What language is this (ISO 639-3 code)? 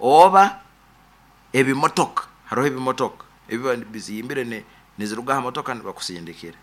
nyn